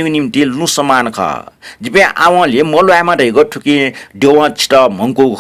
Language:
Newari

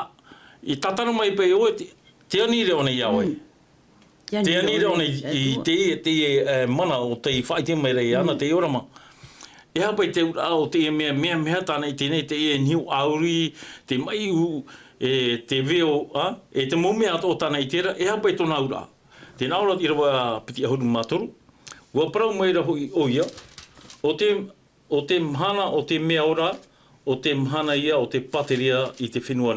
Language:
Tahitian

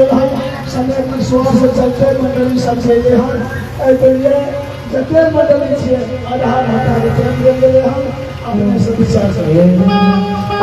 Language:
Maithili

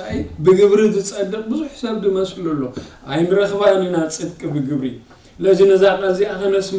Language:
Tigrinya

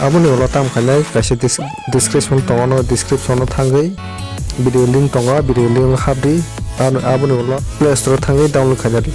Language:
Kok Borok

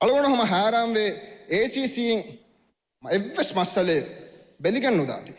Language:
Divehi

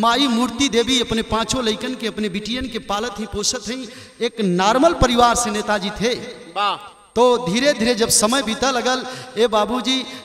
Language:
Bhojpuri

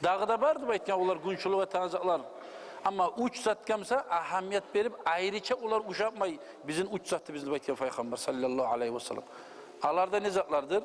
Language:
Kumyk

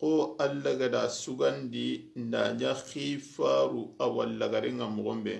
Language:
Soninke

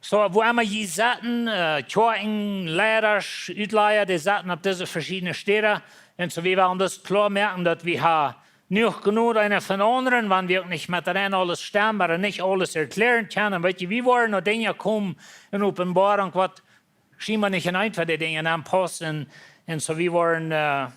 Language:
Plautdietsch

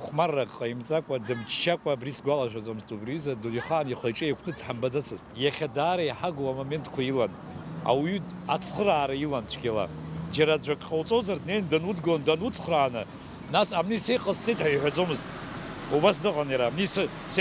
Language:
Abkhazian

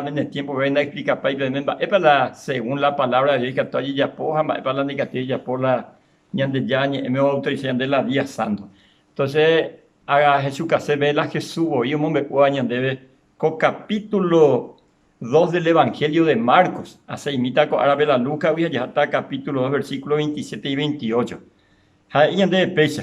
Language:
Guarani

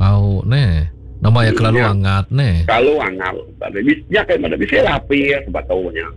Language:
Iban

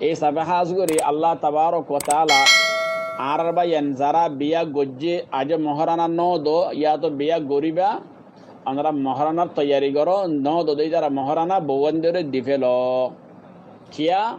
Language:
Rohingya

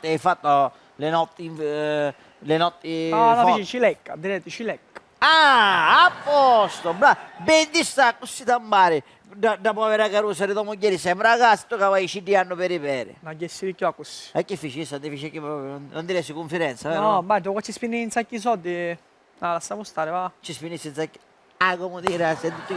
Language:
Sicilian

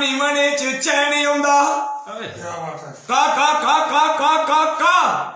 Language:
Dogri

